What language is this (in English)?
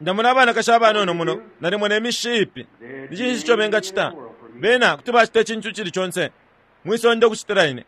Bemba